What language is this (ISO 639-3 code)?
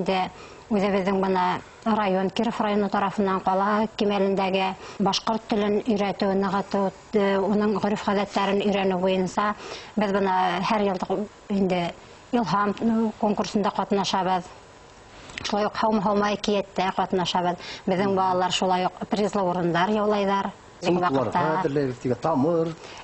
bak